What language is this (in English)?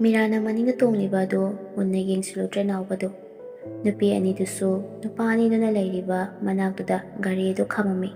Manipuri